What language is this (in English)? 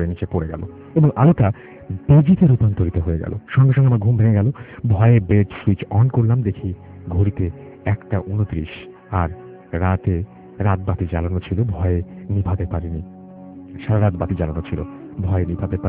Bangla